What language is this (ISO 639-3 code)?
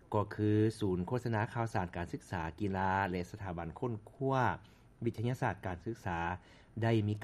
lao